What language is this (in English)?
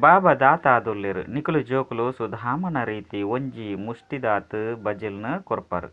Tulu